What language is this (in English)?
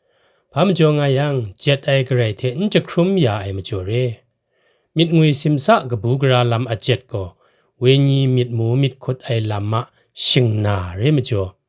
Kachin